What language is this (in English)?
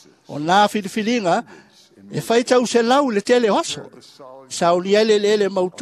Samoan